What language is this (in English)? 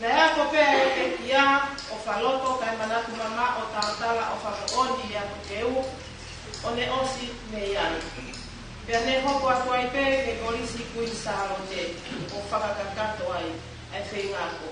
Tongan